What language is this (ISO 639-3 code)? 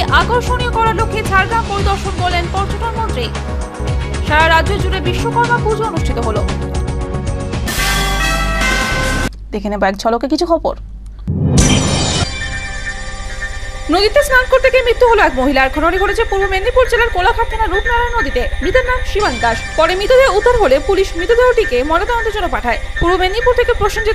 ben